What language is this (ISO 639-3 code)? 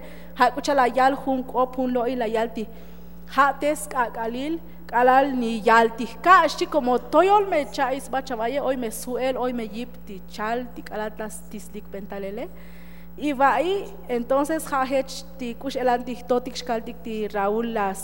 tzo